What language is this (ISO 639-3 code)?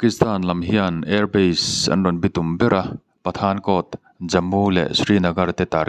lus